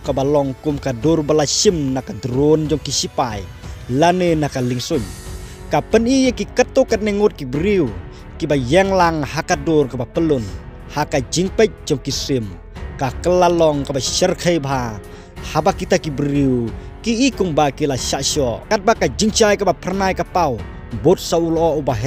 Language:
Khasi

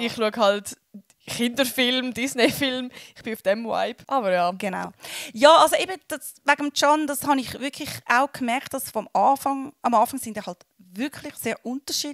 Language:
Swiss German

